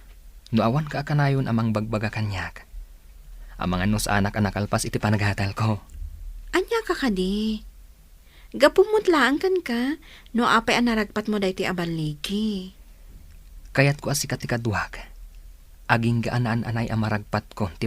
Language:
Iloko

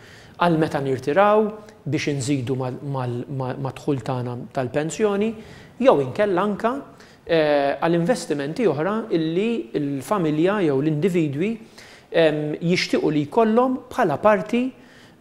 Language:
Maltese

